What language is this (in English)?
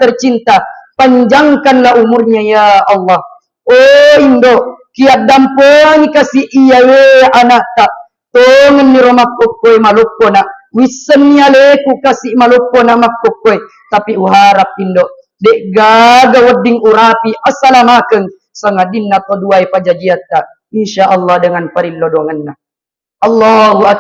Buginese